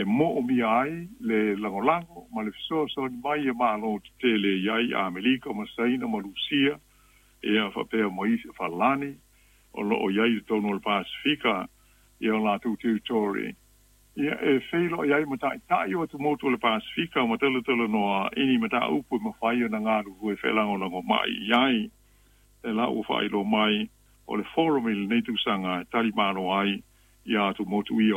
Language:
Samoan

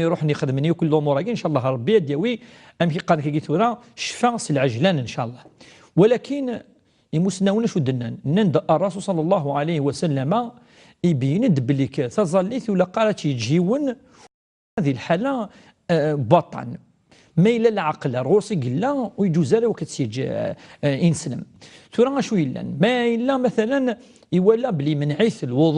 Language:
Kabyle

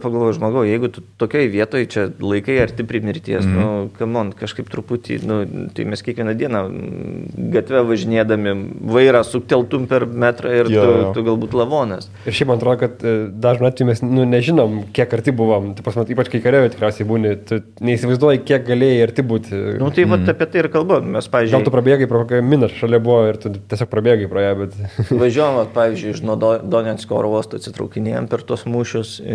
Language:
Lithuanian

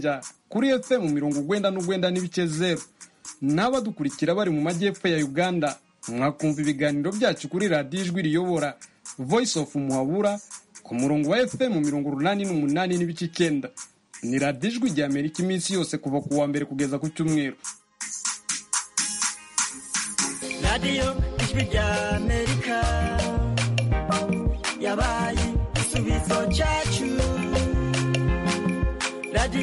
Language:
Kinyarwanda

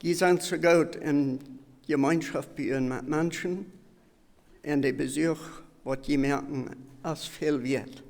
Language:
Plautdietsch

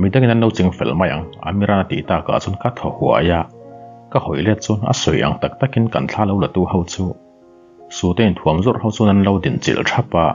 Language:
Mizo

